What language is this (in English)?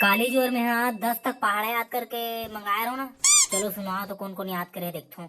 Chhattisgarhi